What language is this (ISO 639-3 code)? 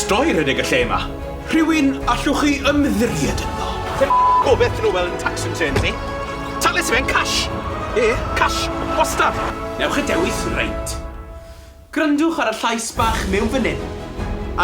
cym